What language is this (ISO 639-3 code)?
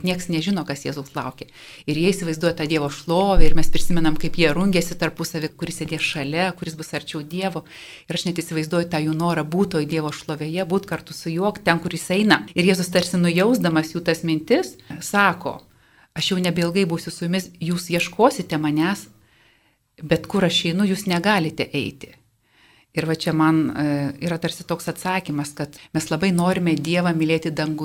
lit